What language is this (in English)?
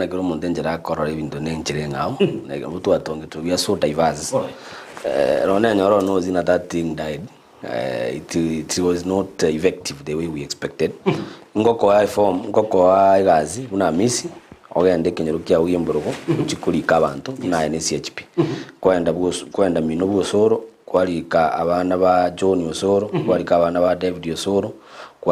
Gusii